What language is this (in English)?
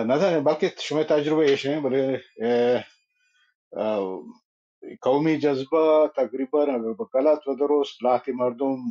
Baluchi